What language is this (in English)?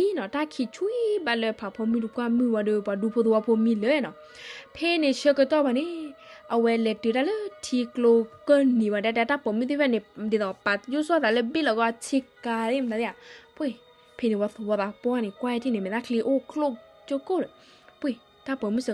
S'gaw Karen